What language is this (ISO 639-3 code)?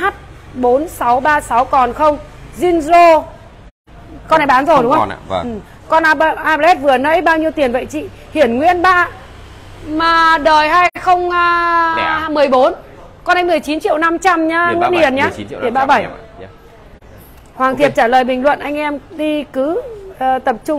vie